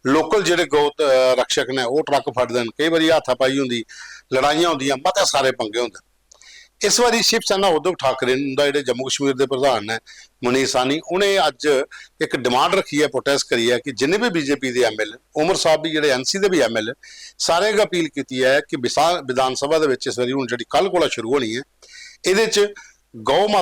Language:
Dogri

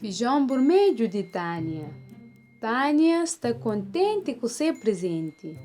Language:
Kabuverdianu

